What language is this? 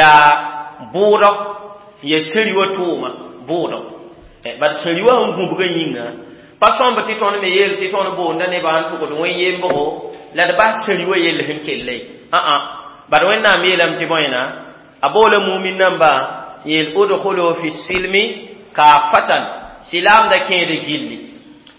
Mossi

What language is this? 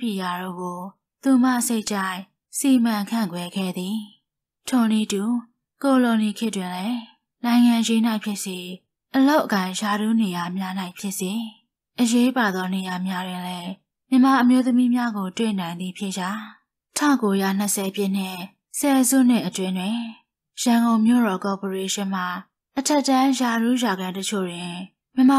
Burmese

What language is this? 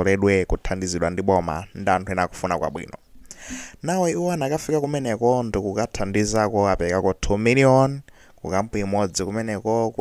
Nyanja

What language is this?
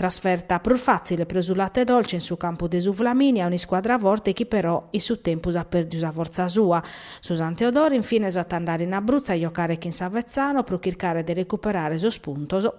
Sardinian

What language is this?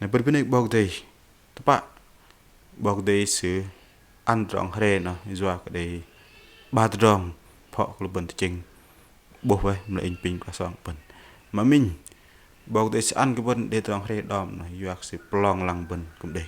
Bahnar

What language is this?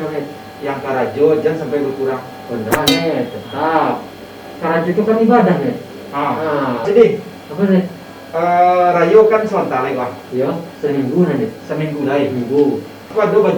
Minangkabau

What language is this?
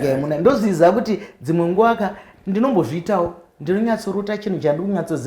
Shona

